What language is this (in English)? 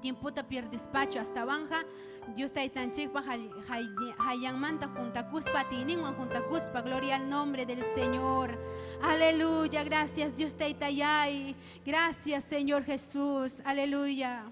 Ayacucho Quechua